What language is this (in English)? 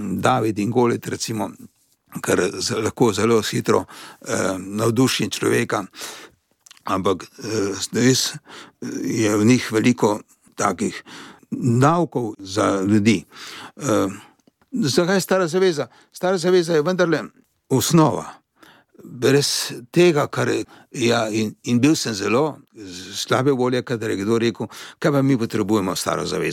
Slovenian